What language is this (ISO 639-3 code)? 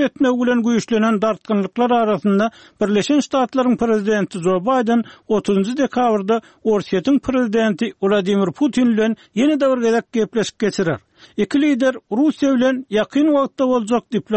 tuk